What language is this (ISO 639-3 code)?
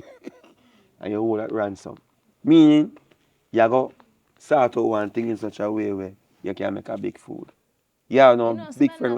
jam